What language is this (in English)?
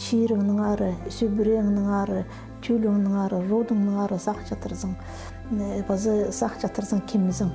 Khakas